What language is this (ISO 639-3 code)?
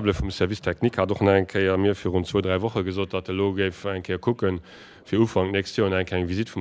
ltz